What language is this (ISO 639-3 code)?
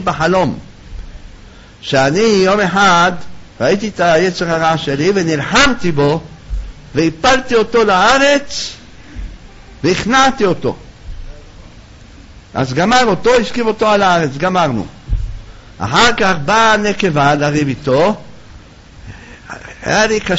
heb